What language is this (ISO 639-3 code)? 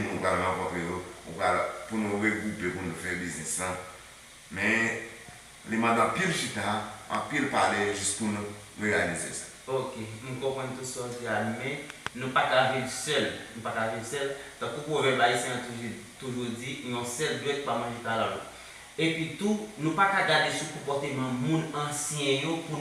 hat